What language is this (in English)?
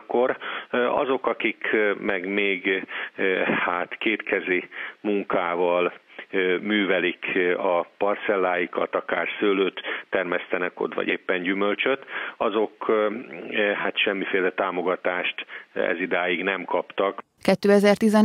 Hungarian